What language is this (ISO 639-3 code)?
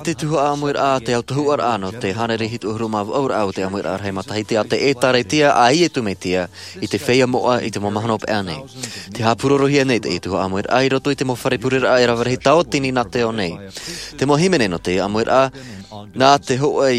tah